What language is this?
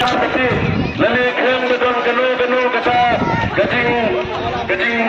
Khasi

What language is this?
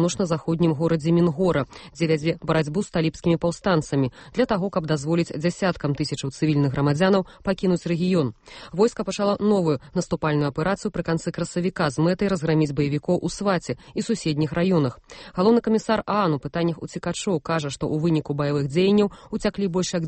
Belarusian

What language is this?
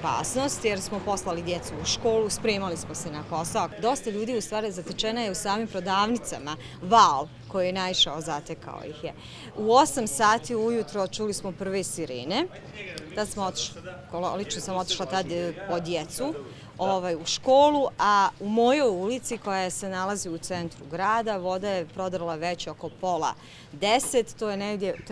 Bosnian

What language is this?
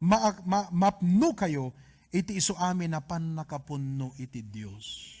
Iloko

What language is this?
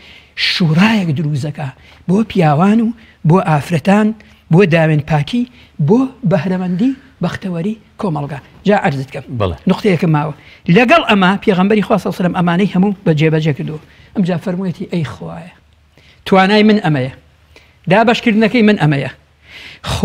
Central Kurdish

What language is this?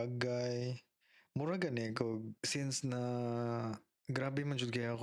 Cebuano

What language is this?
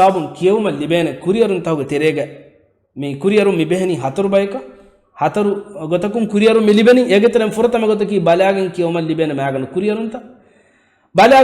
Divehi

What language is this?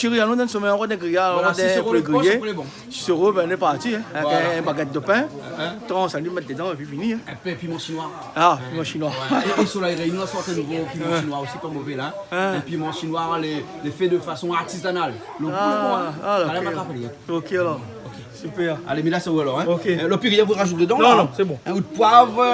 Réunion Creole French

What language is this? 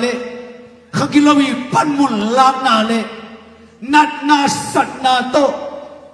Tedim Chin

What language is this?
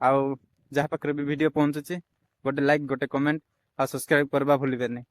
Odia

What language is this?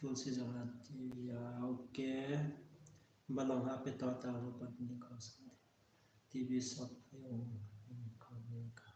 Riang (India)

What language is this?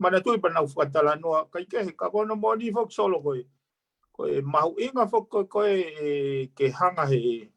Tongan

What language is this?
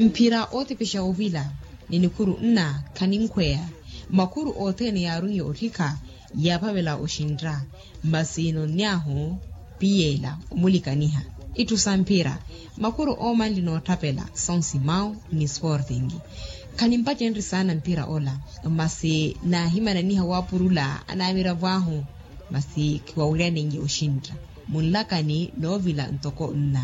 Makhuwa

